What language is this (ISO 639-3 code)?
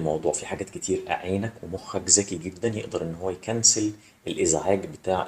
arz